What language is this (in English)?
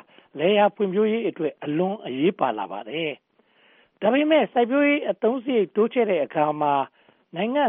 Burmese